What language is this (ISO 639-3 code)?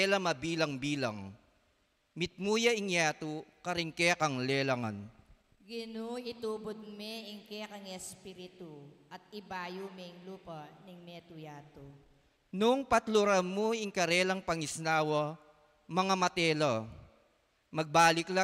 pam